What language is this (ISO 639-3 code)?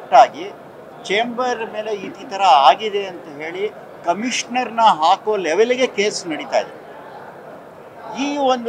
kan